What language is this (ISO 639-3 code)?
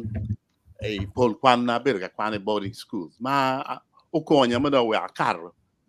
ach